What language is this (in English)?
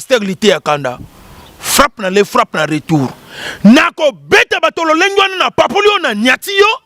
Lingala